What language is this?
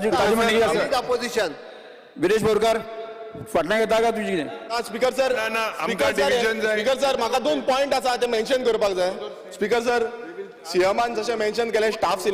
Konkani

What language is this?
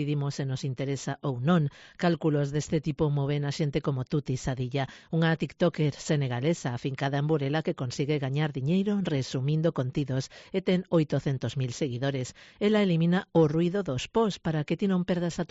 Galician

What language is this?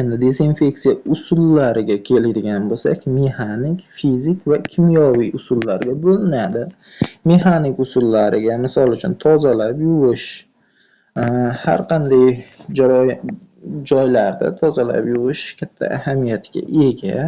Uzbek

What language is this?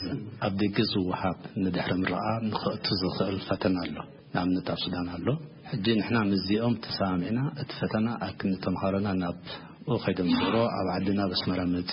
Tigrinya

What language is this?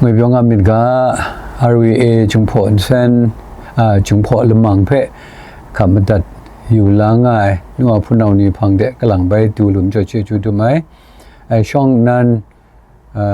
Kachin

